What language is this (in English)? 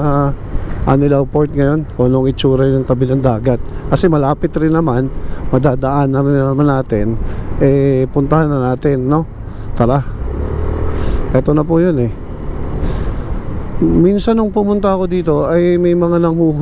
Filipino